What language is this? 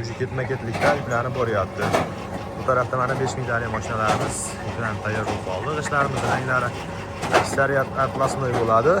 Uzbek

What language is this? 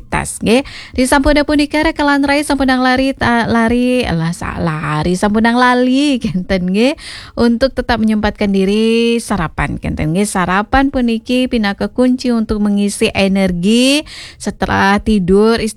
Balinese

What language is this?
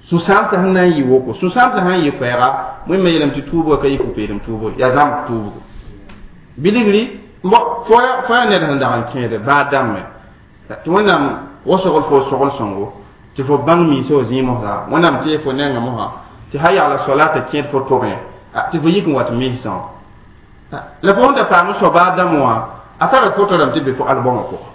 Mossi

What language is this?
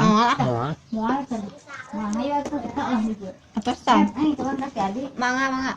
Sundanese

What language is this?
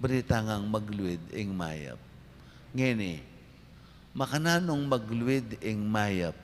Pampanga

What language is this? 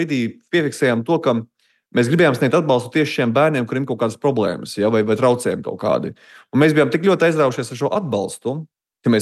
Latvian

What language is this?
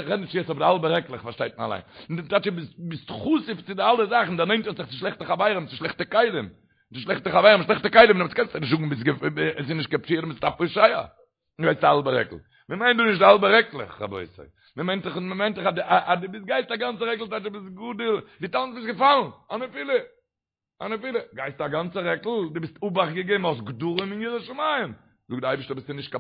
Yiddish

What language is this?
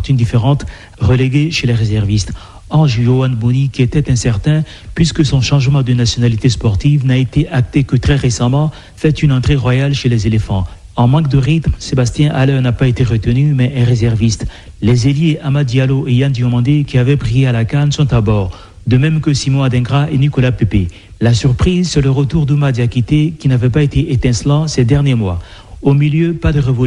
French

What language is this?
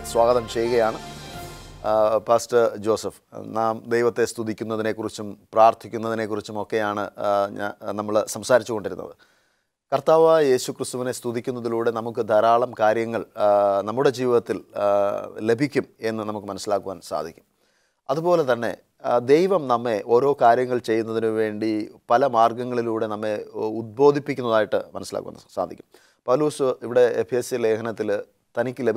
Malayalam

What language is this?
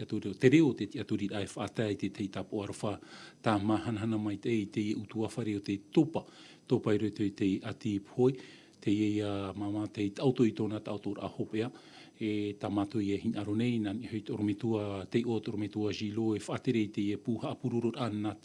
Tahitian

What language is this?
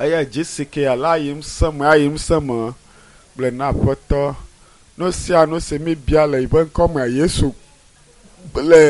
Ewe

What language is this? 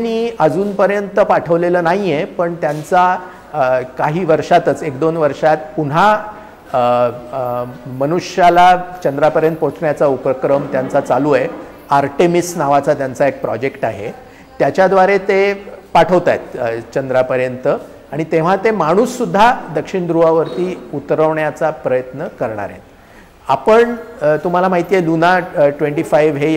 Marathi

